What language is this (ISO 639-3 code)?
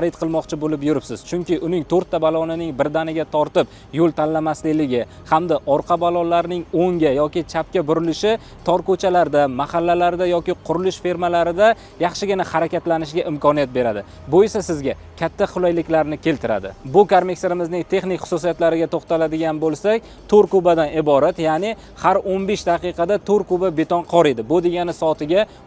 uzb